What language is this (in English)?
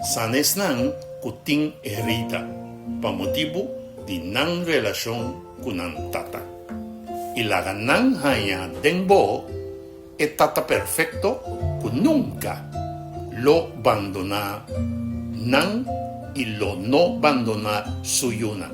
Papiamento